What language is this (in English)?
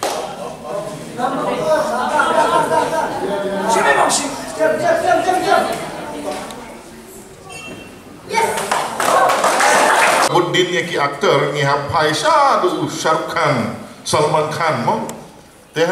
Khasi